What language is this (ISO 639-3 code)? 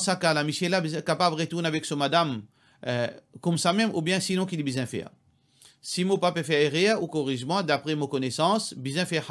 mfe